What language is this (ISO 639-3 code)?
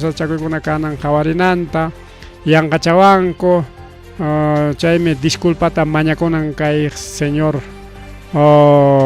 quy